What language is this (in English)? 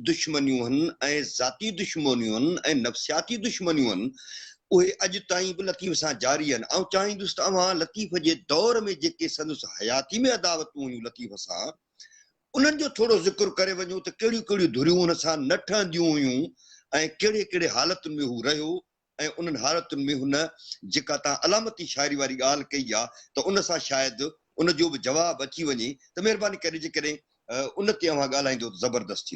Sindhi